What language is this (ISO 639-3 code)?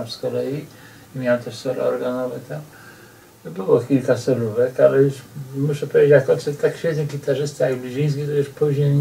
pol